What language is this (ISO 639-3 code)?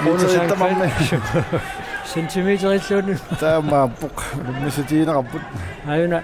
kal